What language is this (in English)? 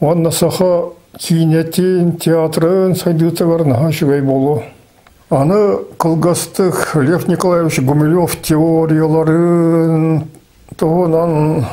Yakut